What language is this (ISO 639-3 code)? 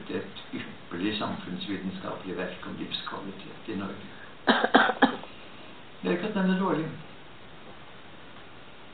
nor